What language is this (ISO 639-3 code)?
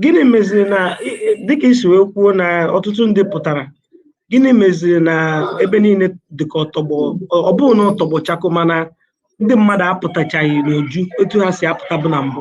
ibo